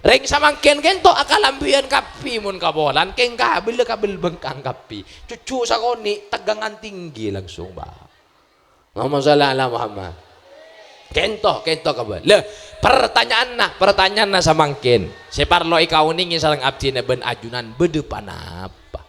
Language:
Madurese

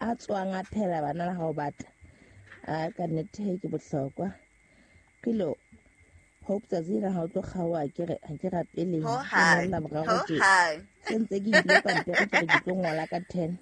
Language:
Southern Sotho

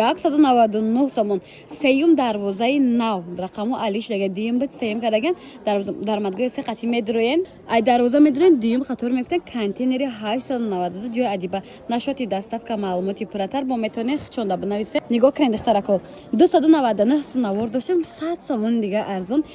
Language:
Tajik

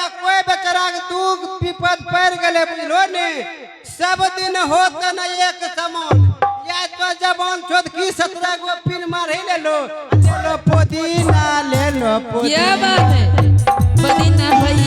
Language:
Maithili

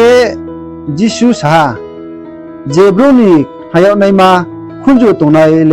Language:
Riang (India)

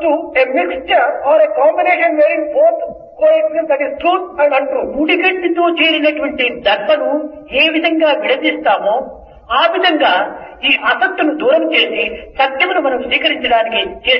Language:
Telugu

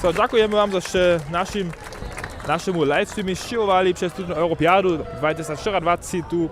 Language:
Upper Sorbian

